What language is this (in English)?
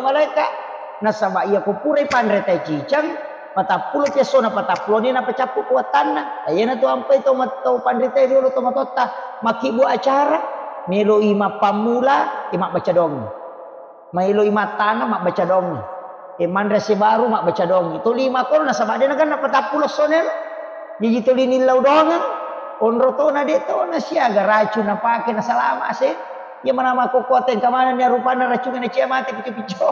Buginese